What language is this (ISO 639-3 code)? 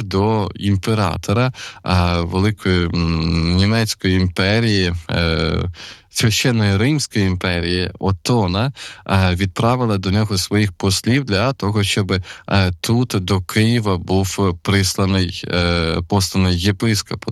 ukr